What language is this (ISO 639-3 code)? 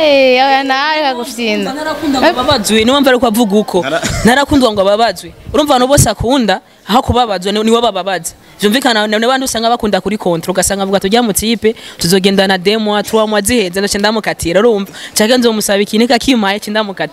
run